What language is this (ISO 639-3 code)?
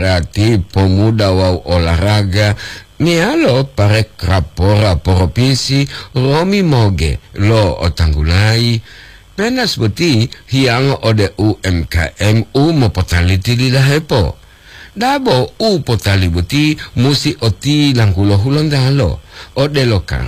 gor